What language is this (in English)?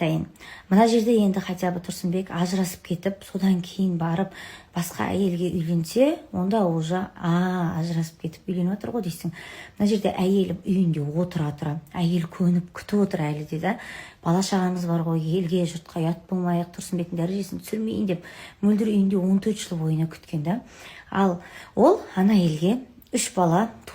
Kazakh